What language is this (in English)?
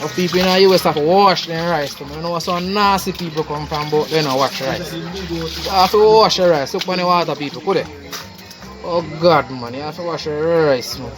Jamaican Creole English